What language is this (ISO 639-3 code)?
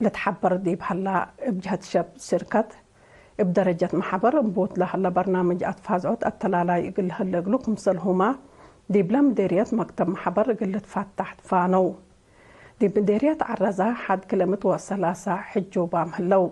tig